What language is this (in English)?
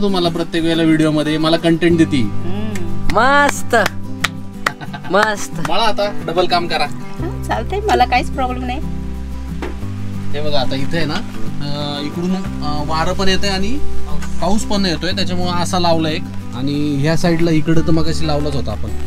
Marathi